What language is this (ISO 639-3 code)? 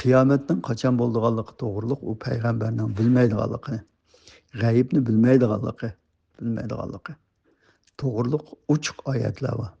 uig